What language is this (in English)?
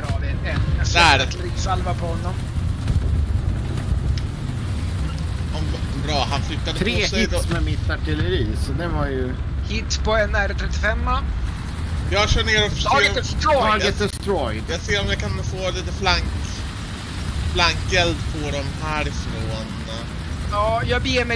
Swedish